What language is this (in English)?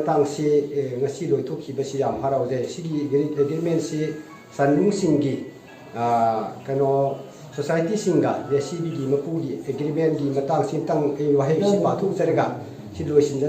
Manipuri